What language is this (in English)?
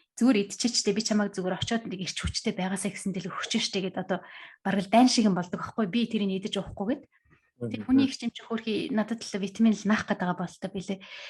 Mongolian